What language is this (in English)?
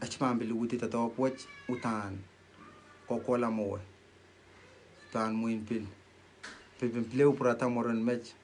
Pohnpeian